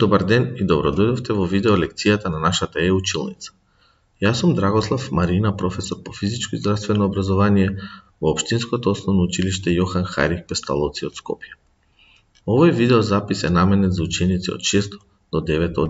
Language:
Macedonian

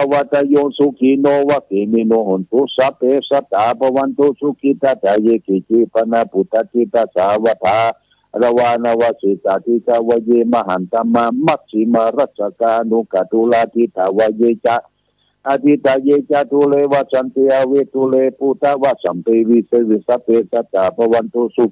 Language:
Pali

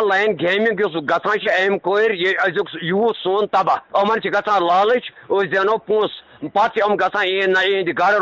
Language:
Kashmiri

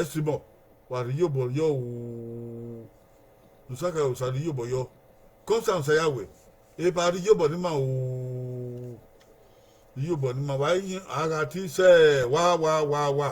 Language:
Bini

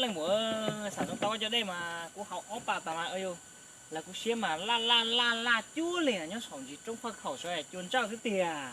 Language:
Hmong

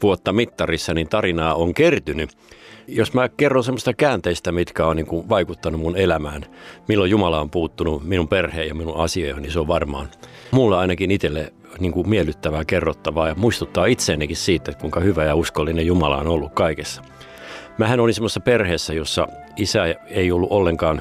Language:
Finnish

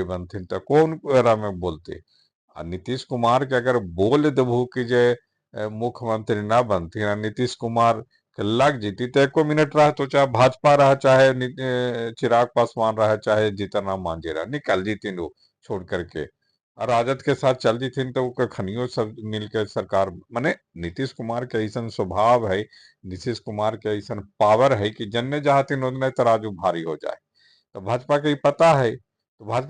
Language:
Magahi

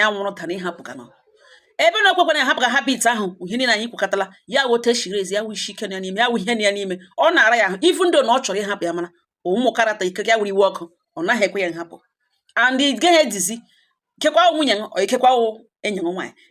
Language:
Igbo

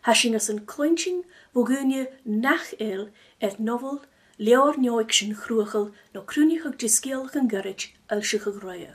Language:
Scottish Gaelic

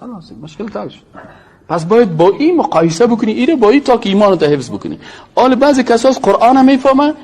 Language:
Persian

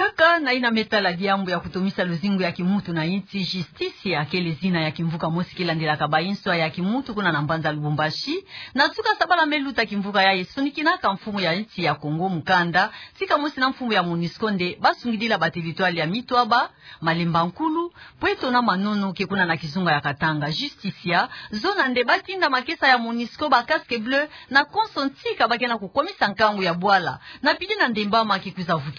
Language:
Kituba (Democratic Republic of Congo)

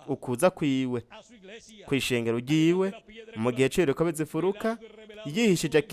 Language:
Rundi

